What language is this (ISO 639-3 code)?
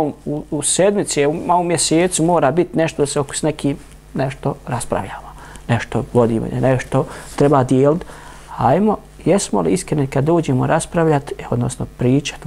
bos